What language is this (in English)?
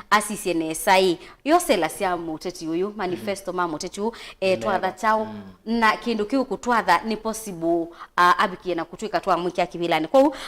Kamba